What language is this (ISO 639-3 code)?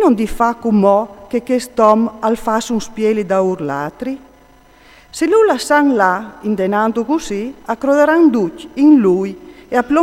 fur